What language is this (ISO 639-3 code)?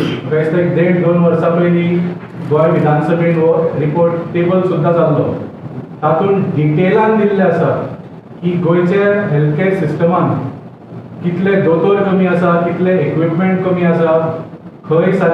kok